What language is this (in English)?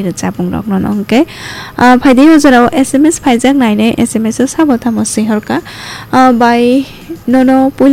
Kok Borok